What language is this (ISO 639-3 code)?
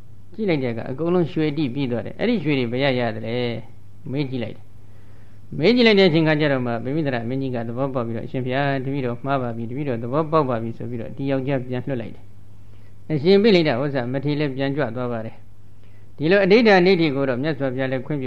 mya